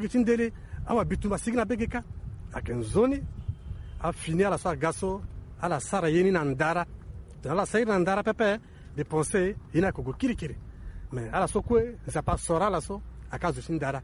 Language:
Sango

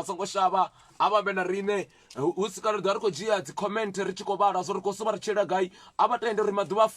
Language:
Venda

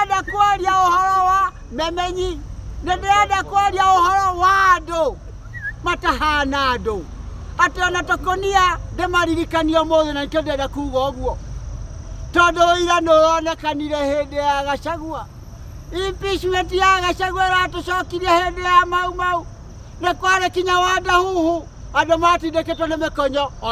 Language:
Kikuyu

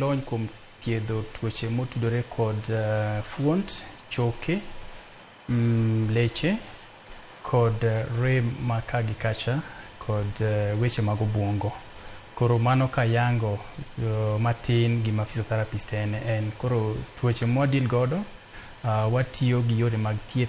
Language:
Luo (Kenya and Tanzania)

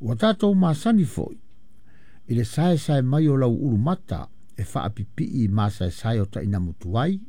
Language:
Samoan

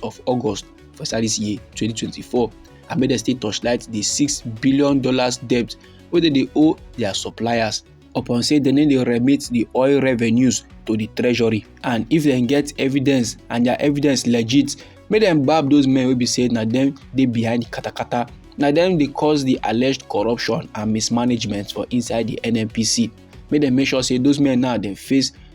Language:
Nigerian Pidgin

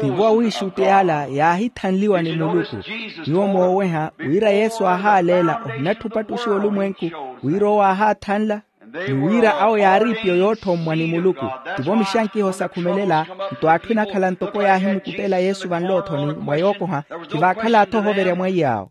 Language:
Makhuwa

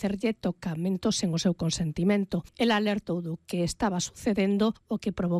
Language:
Galician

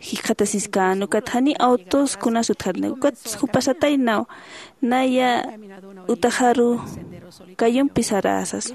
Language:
Aymara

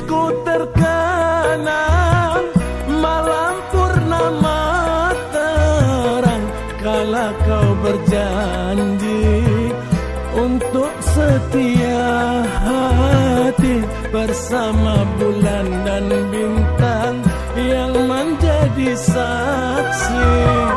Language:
Indonesian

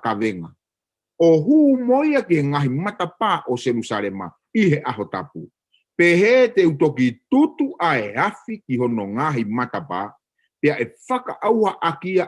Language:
Tongan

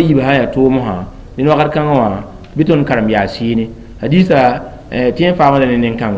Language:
Mossi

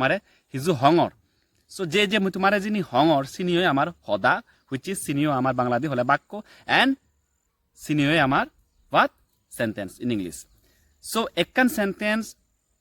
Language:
Chakma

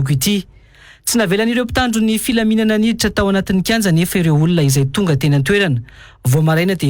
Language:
Malagasy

